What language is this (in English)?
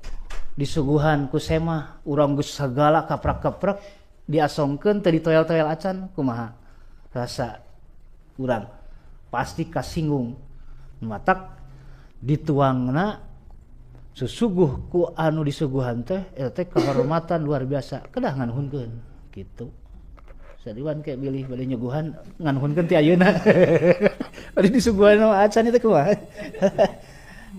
Sundanese